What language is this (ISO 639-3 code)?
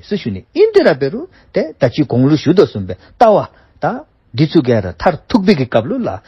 dzo